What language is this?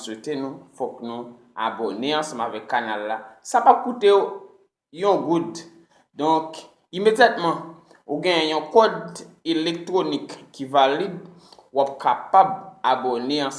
Haitian Creole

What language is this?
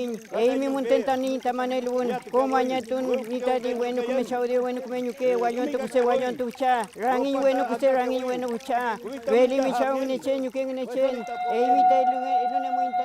Mapuche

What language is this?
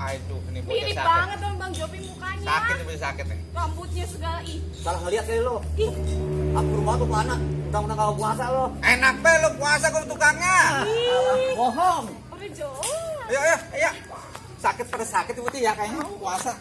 Betawi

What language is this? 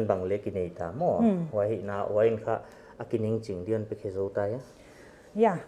Paite Chin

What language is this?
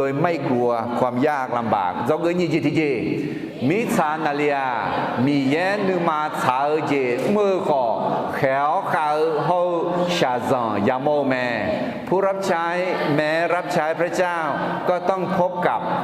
Akha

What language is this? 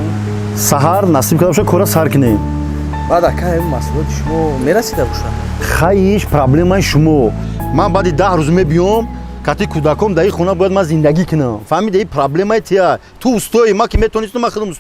Tajik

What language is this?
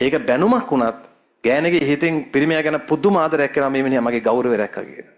Sinhala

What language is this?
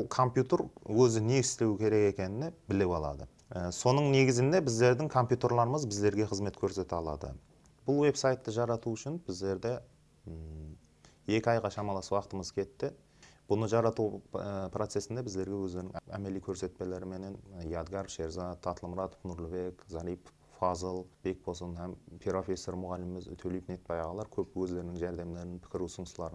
Kara-Kalpak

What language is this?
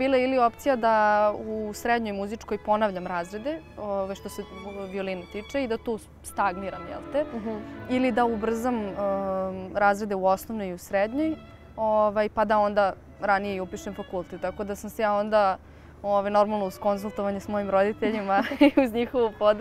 Serbian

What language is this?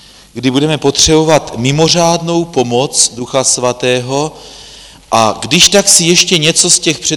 Czech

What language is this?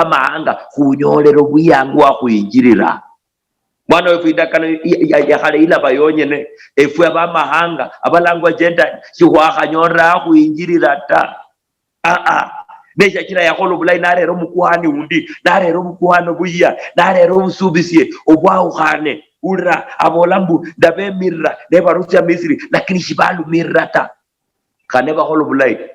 Luyia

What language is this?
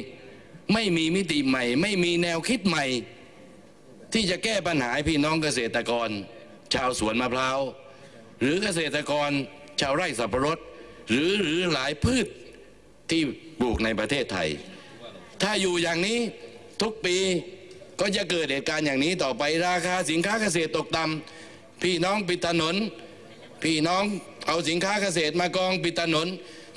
Thai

